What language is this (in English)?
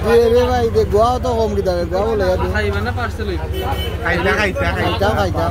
Sylheti